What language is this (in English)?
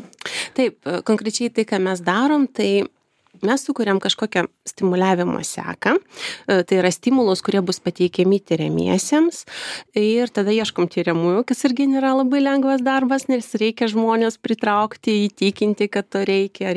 Lithuanian